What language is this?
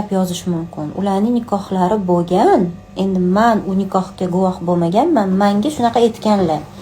Uzbek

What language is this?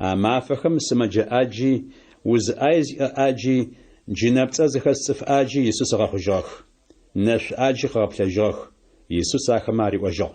Adyghe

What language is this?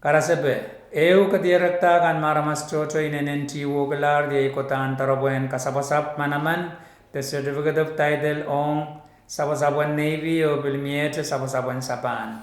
Pohnpeian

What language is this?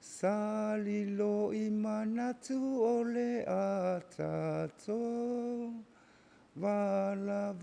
Samoan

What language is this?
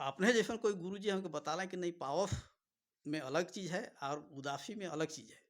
Sadri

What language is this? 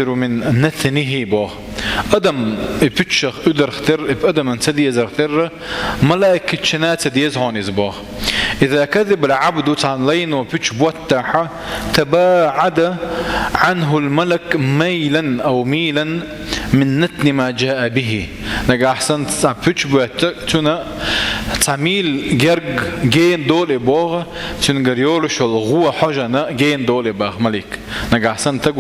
Chechen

